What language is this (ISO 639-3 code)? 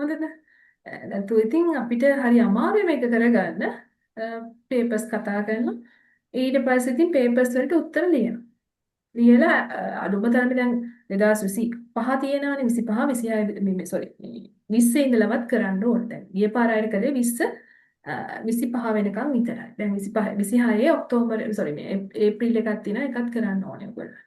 sin